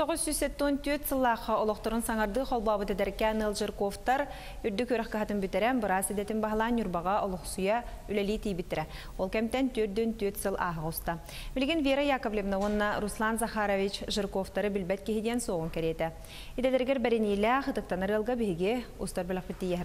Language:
Yakut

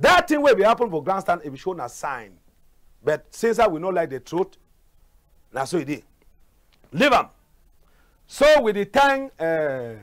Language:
Cameroon Pidgin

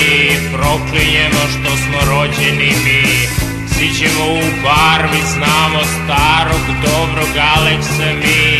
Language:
Serbian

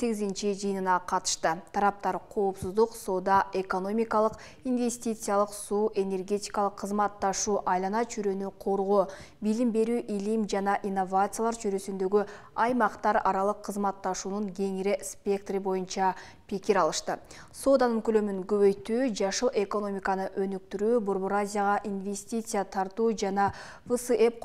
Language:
Kyrgyz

